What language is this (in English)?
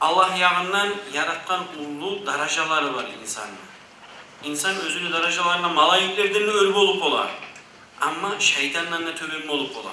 Kumyk